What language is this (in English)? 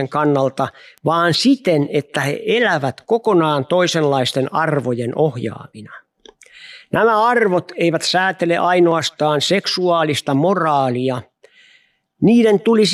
Finnish